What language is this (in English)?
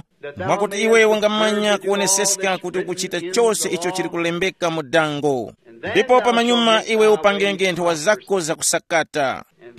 Tumbuka